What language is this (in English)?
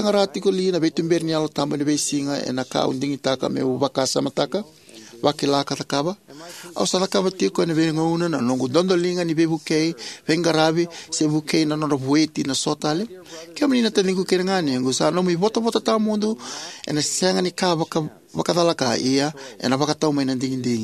Fijian